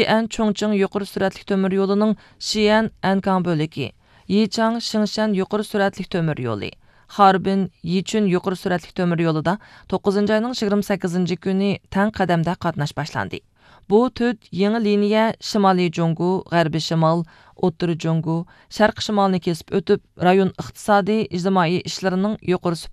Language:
Uyghur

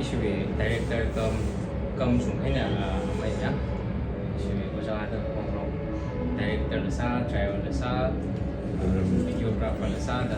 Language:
Tangkhul Naga (India)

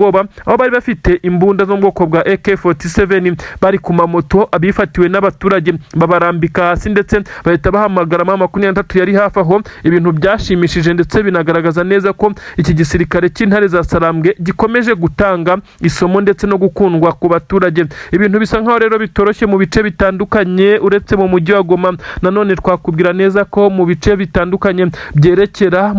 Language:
Kinyarwanda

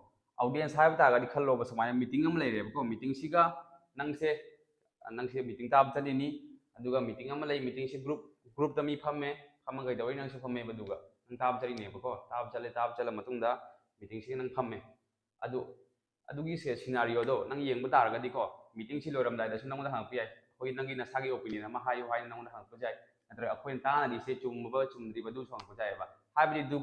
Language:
Manipuri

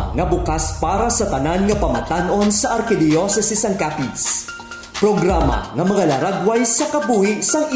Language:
Hiligaynon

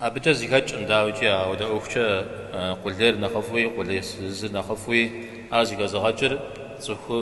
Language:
Kabardian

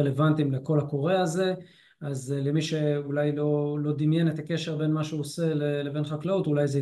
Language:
Hebrew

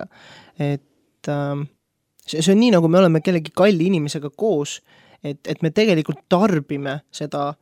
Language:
Estonian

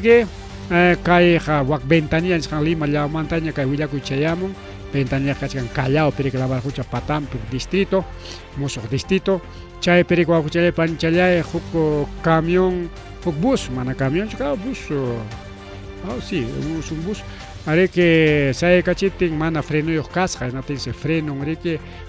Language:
Ayacucho Quechua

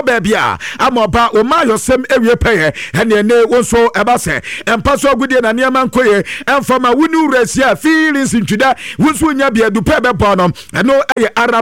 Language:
Akan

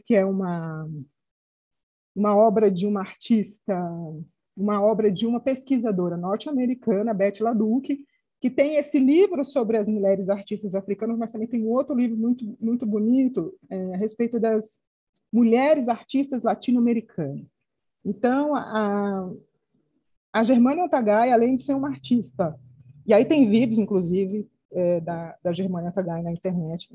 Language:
Portuguese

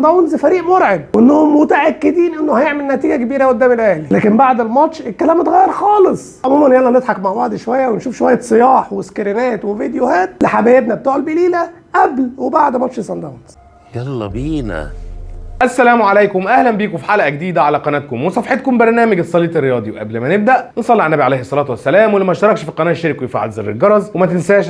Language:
Egyptian Arabic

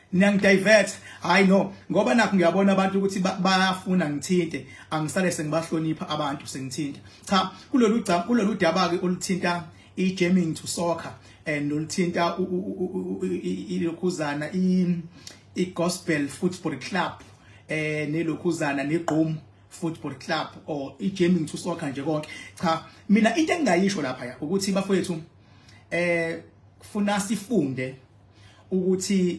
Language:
Zulu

